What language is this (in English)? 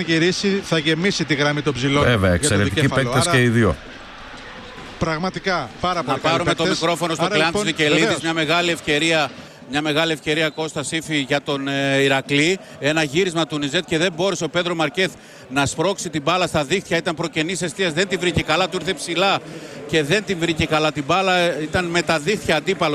Greek